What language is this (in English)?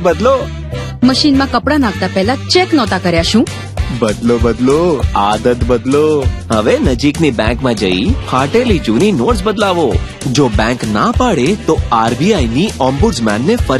Gujarati